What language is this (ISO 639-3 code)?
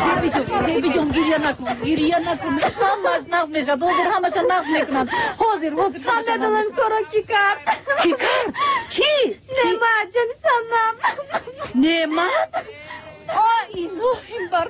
tgk